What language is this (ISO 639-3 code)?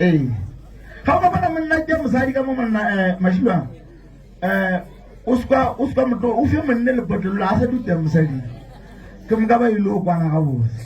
nso